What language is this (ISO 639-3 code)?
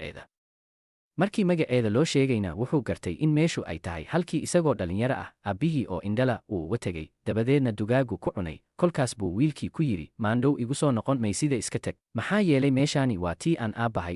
som